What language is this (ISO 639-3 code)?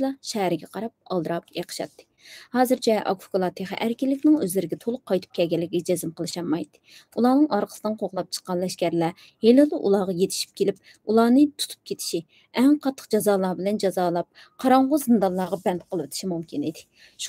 uig